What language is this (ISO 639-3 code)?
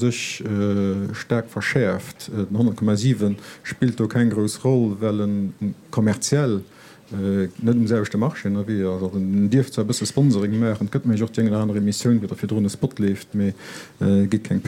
ltz